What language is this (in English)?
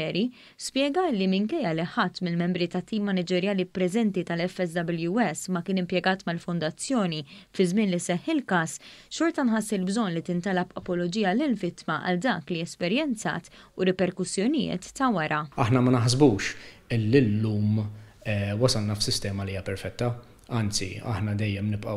Maltese